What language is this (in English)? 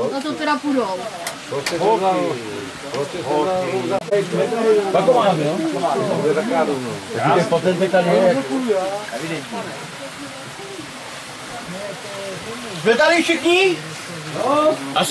Czech